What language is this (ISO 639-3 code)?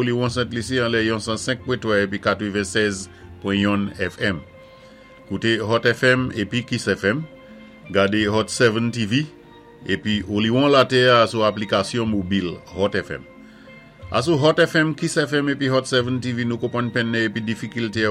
acf